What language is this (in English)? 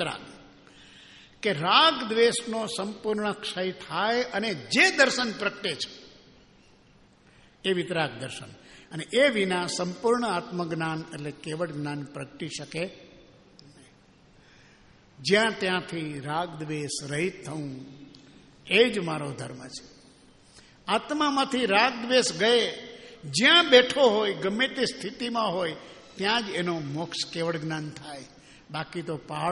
Gujarati